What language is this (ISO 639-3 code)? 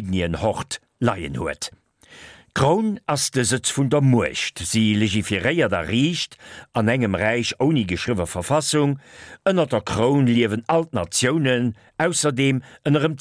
ltz